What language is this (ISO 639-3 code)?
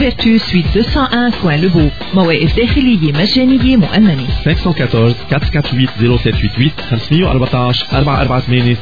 ara